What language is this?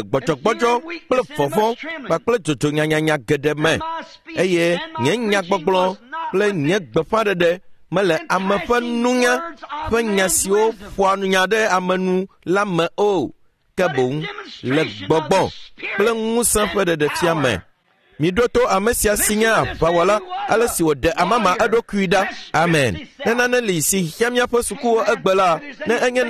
Ewe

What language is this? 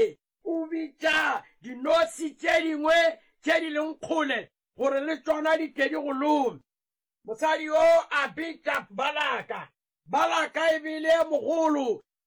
Northern Sotho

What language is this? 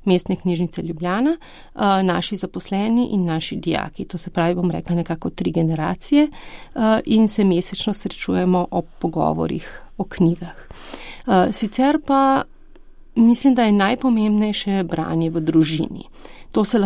Slovenian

